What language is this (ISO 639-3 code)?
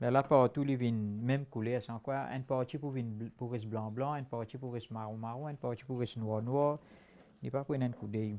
mfe